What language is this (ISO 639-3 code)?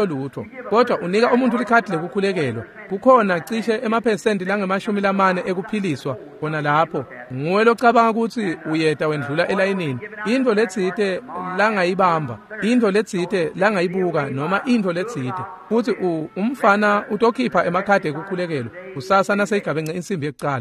ssw